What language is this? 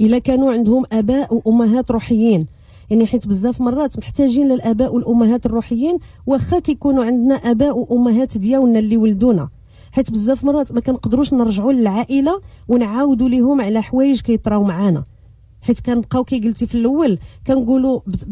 Moroccan Arabic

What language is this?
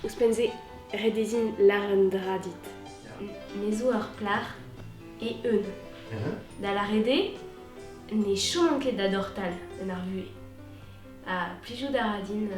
Breton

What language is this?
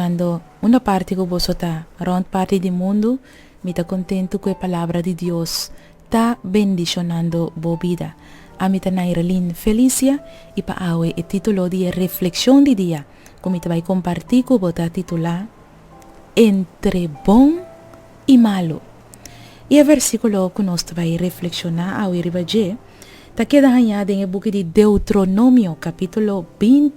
Papiamento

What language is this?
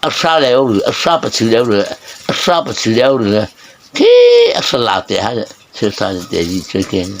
Mara Chin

